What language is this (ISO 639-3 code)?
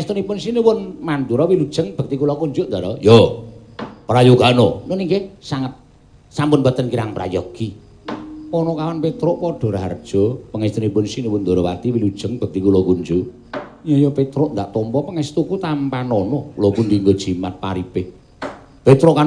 jav